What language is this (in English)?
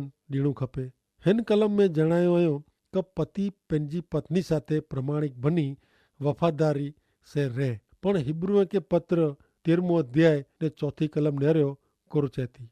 Kachhi